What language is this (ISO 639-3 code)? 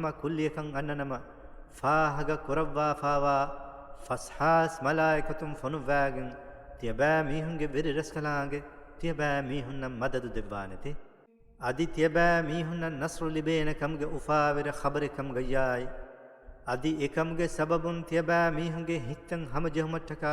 div